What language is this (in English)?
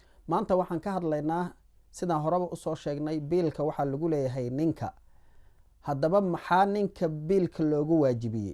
Somali